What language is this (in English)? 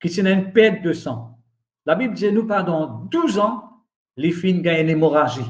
Morisyen